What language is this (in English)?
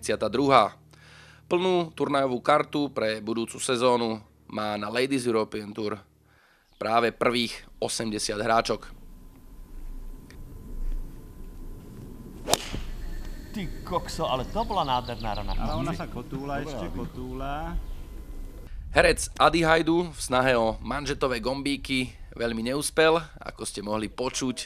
Slovak